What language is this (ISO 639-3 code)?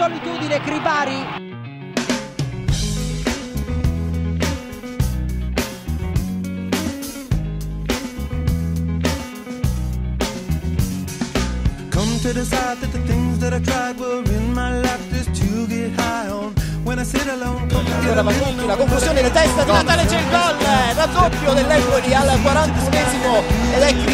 ita